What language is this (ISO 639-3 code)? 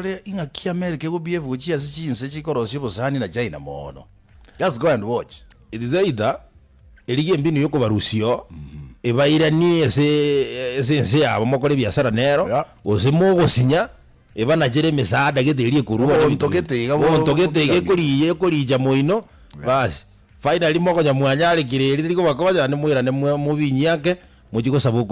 guz